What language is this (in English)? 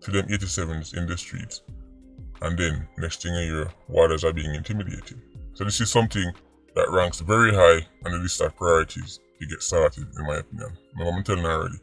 Jamaican Creole English